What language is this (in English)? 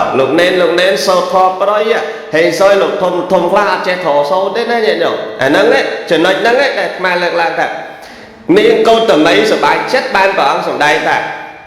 Khmer